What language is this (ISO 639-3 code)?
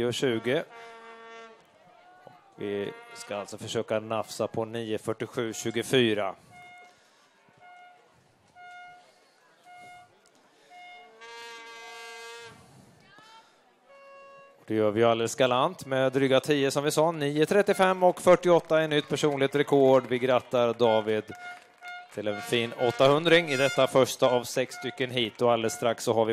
swe